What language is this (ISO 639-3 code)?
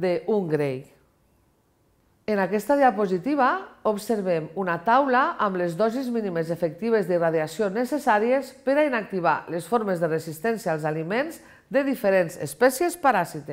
cat